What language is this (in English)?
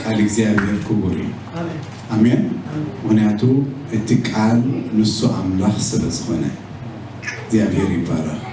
Tigrinya